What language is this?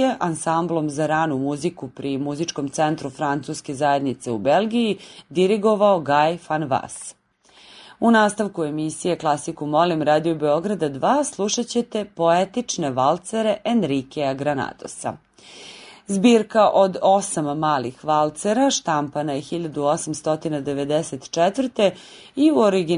Serbian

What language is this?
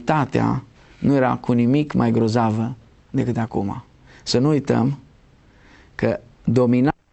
Romanian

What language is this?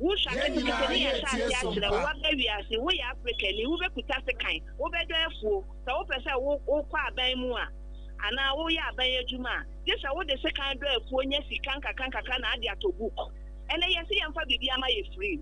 Akan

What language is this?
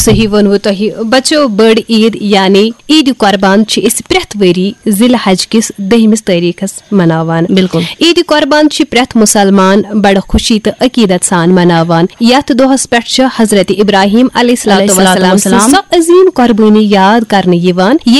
Kashmiri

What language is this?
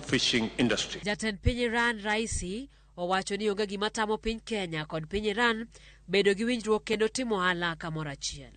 Luo (Kenya and Tanzania)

